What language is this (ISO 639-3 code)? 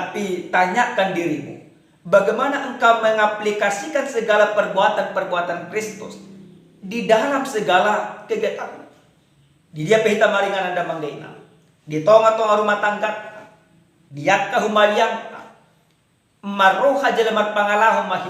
bbc